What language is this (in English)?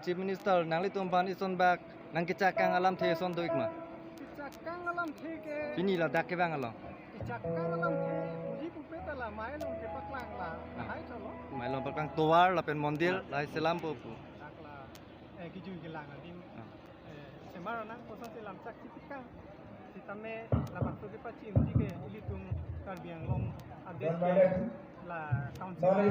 Karbi